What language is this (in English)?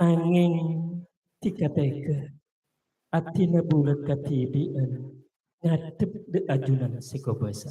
Madurese